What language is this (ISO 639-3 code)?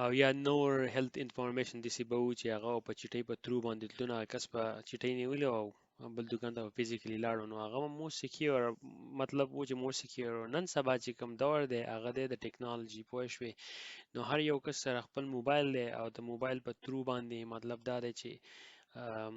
pus